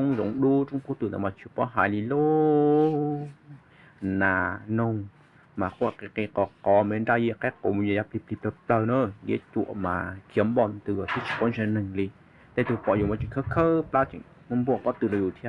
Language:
Hmong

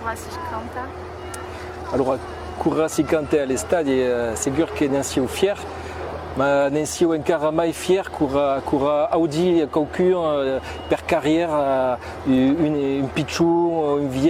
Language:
Occitan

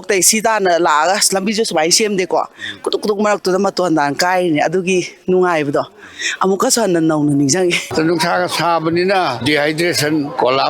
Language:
Manipuri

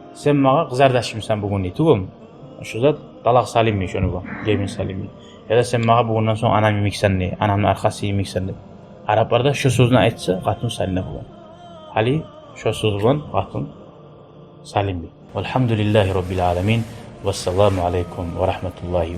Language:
Kumyk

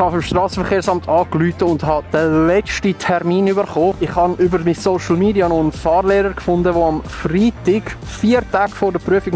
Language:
Swiss German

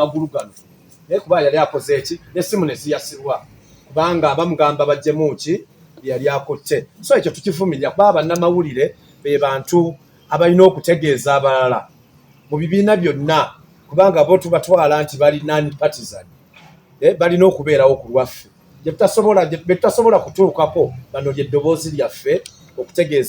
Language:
Ganda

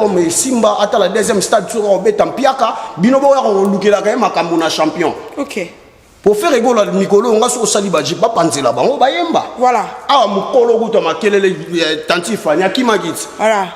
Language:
Lingala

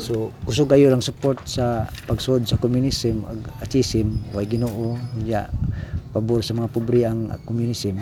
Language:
Cebuano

